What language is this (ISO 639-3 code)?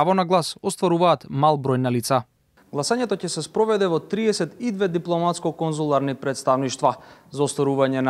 mkd